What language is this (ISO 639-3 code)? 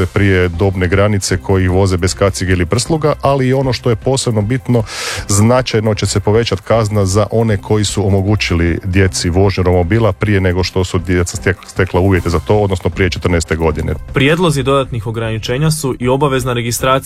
hrv